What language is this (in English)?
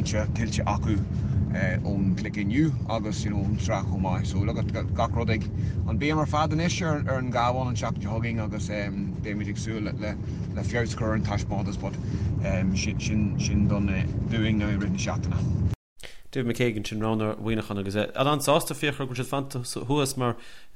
Irish